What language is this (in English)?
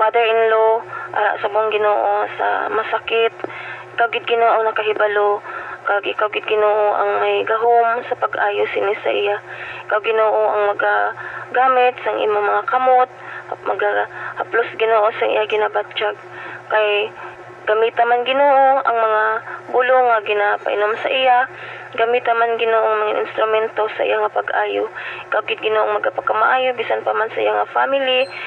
Hiligaynon